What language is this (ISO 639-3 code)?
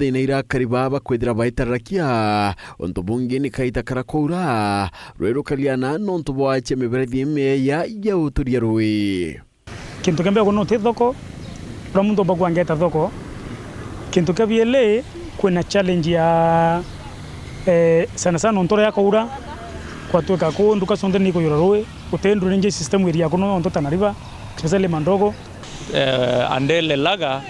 mer